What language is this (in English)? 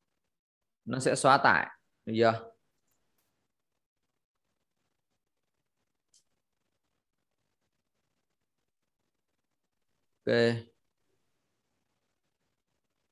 Vietnamese